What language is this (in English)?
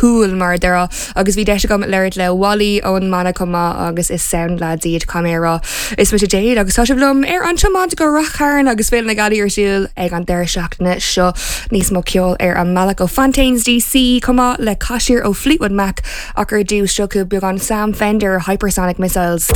Irish